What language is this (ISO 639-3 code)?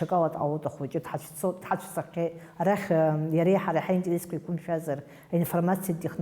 abk